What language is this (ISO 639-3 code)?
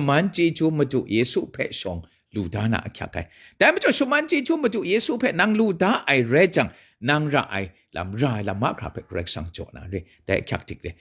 kac